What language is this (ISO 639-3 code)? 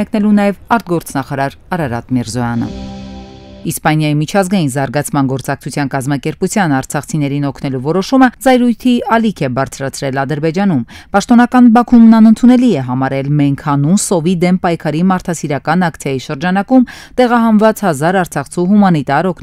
hye